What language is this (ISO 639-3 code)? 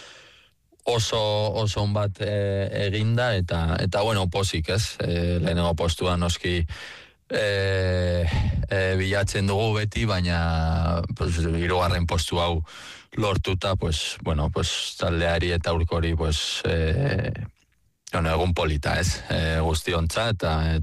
eus